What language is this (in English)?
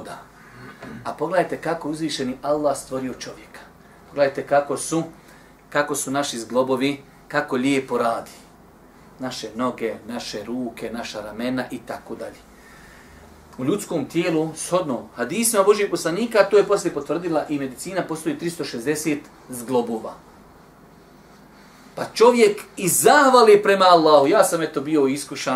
Bosnian